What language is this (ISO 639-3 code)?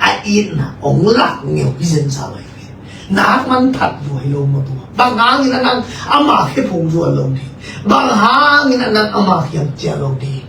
ctd